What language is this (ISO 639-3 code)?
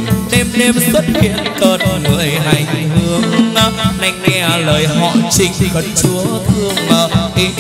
vie